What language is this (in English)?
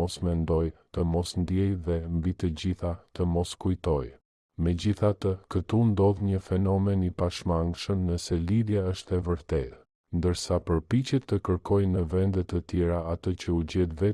Albanian